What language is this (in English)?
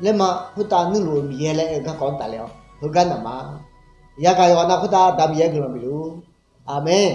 Akha